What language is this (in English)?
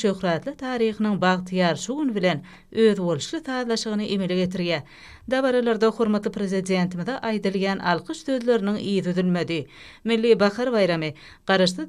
Turkmen